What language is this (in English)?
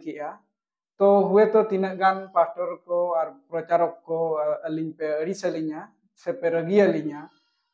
Santali